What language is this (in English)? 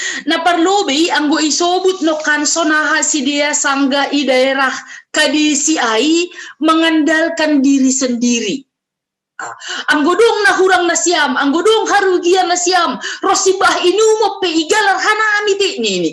Batak Simalungun